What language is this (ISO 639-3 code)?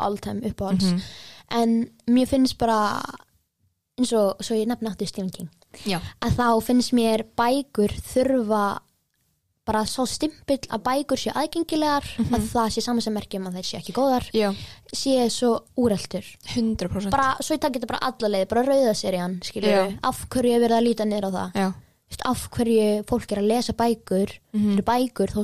isl